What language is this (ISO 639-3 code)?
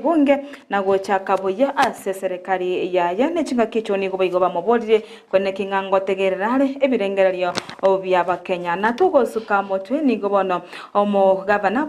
guz